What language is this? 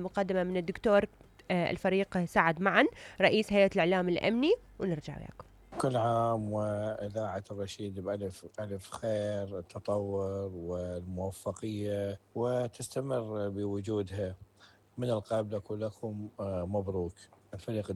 Mesopotamian Arabic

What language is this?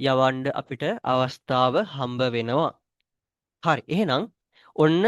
Sinhala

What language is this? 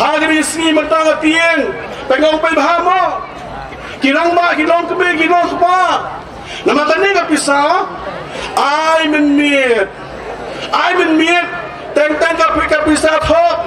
Khasi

